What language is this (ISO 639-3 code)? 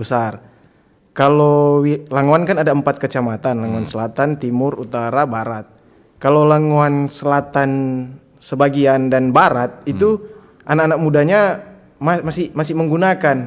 xmm